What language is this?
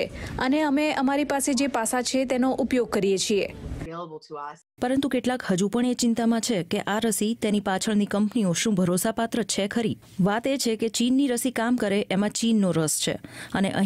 Gujarati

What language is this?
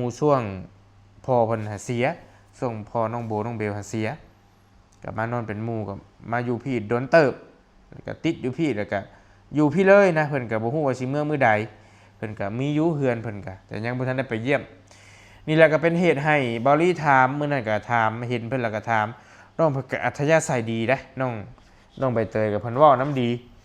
Lao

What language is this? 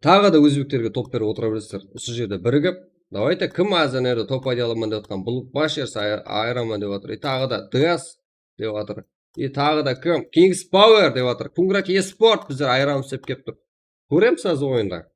Kara-Kalpak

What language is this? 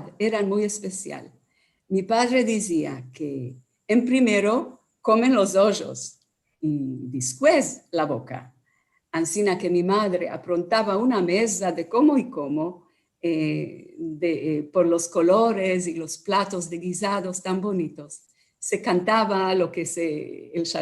Ladino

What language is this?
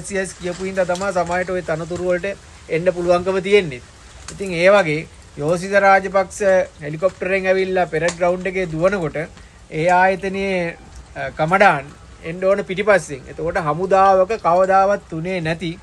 Sinhala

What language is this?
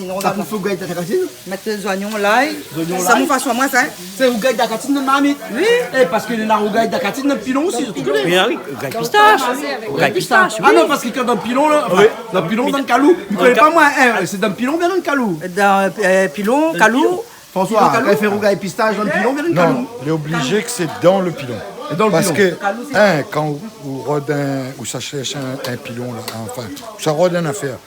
Réunion Creole French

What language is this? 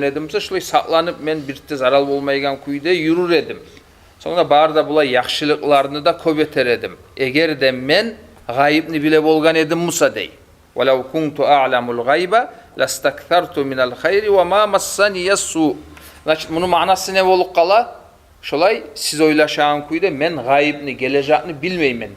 Kumyk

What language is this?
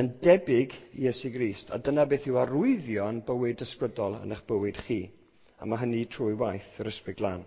Welsh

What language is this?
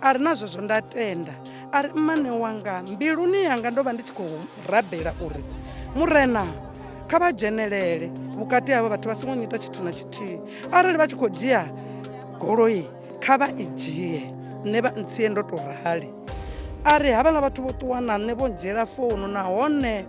Venda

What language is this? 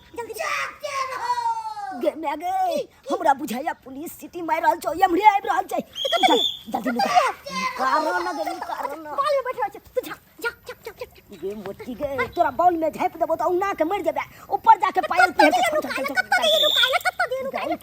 Maithili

